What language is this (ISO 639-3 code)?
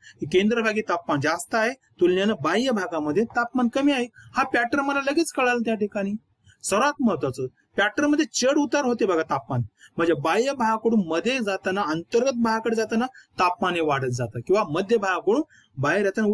mar